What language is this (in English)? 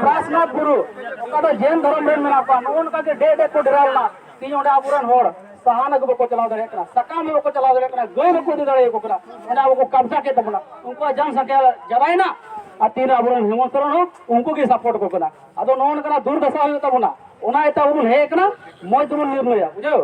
Santali